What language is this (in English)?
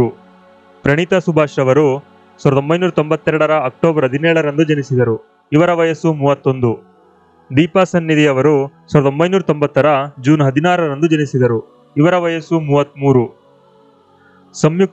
Kannada